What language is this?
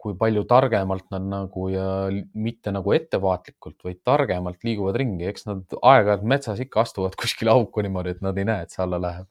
Estonian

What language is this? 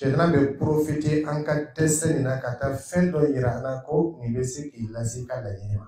Dyula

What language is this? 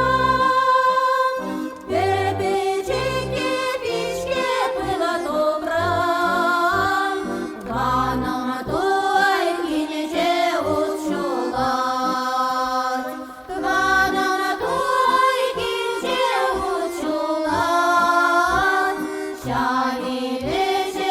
Chuvash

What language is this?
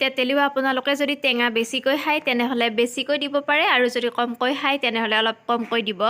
Assamese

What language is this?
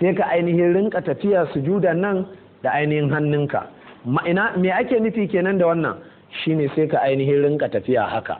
Hausa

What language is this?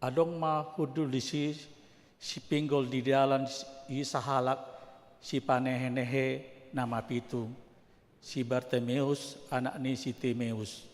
Batak Toba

